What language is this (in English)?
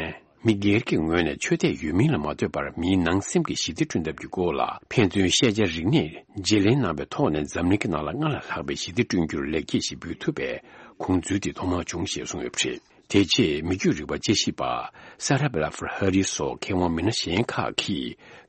Tibetan